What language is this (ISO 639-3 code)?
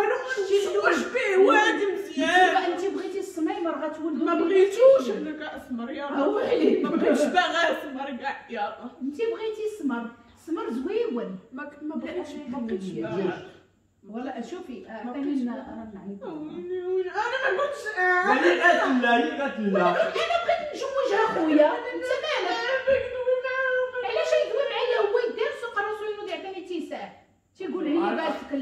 ary